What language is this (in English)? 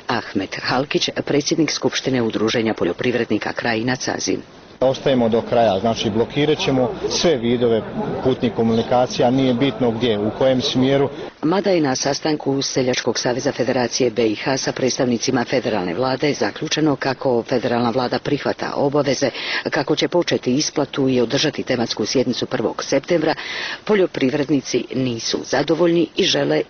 Bosnian